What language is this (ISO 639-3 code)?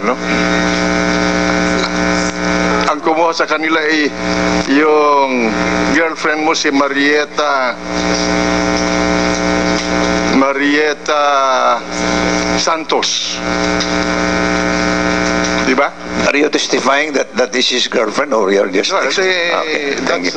fil